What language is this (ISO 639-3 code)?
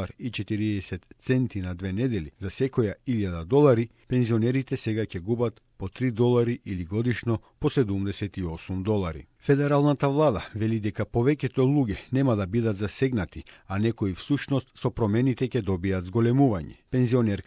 mkd